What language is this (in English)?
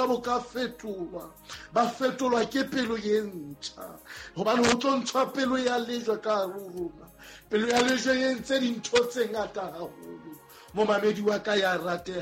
Southern Sotho